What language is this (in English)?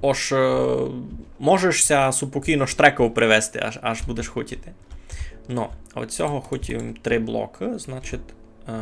Rusyn